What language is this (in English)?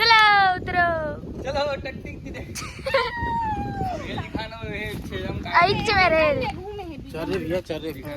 Chhattisgarhi